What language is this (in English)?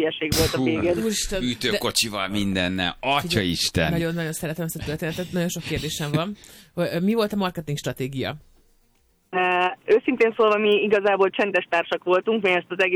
Hungarian